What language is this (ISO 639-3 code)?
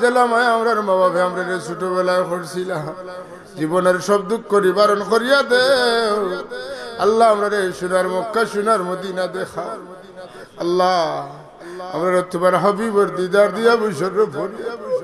syl